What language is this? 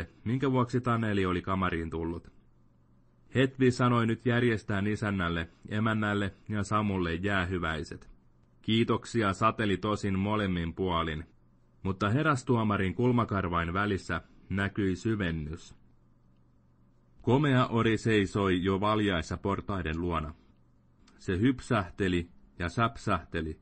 Finnish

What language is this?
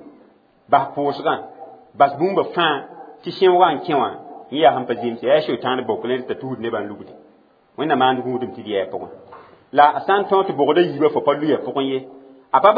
Mossi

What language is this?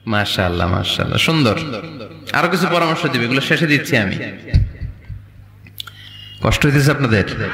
Bangla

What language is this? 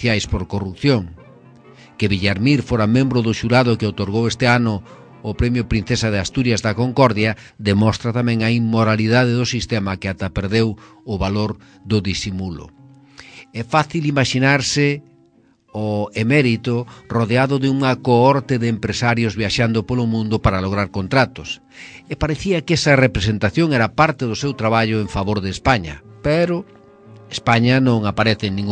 Galician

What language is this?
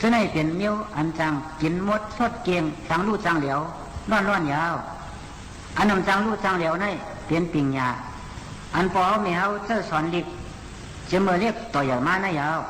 Shan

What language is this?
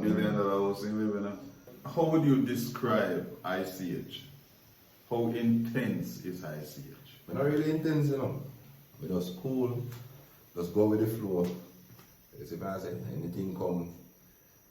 Jamaican Creole English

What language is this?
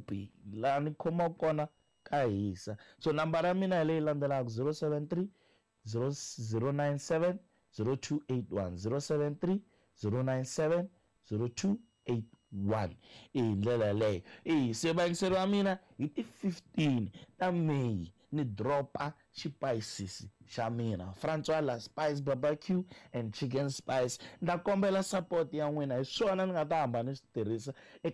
Tsonga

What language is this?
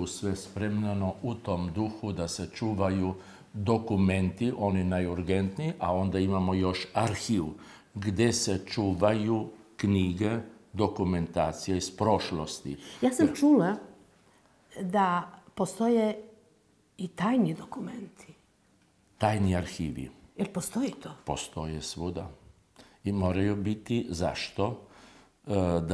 Serbian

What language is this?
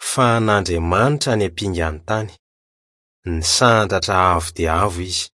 Malagasy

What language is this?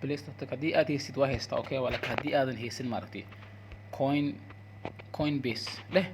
Somali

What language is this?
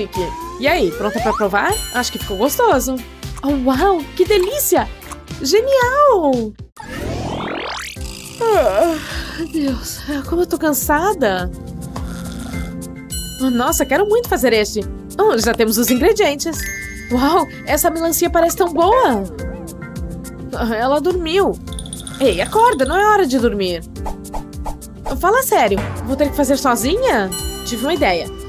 Portuguese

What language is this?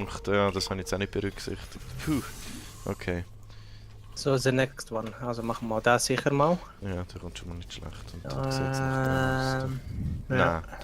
Swiss German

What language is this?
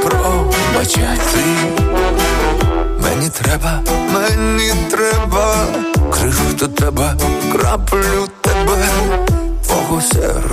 Ukrainian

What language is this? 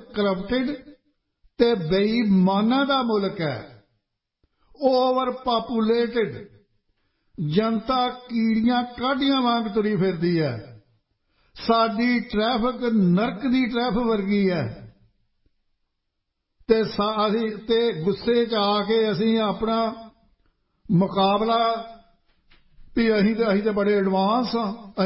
Punjabi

